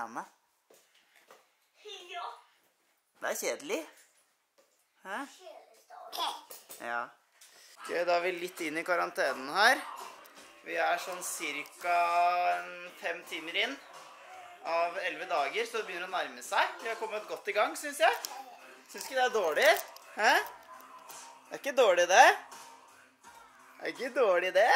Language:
Norwegian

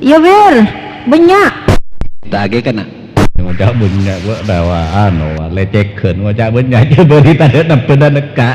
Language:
Madurese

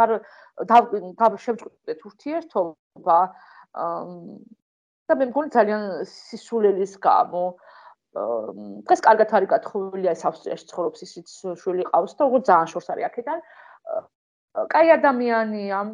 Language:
Georgian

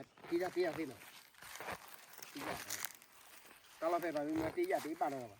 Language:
S'gaw Karen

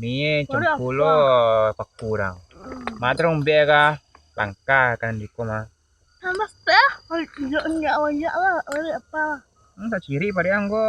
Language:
Minangkabau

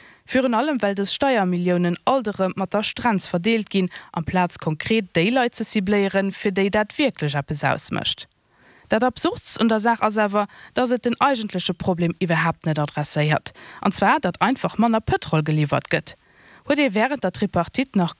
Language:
Luxembourgish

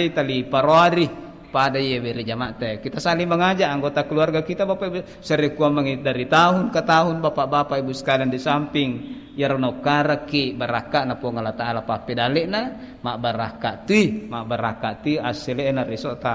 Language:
Buginese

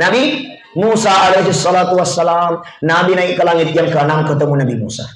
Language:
Buginese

